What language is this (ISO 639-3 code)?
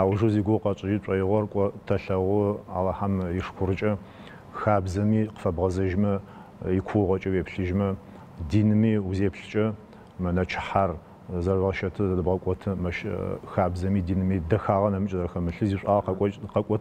ady